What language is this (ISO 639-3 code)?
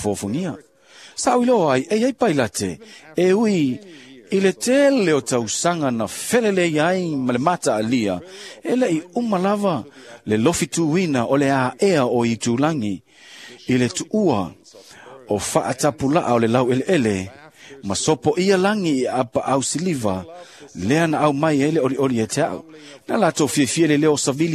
smo